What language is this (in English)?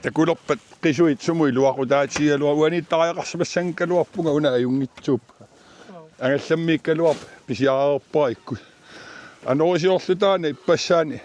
Kalaallisut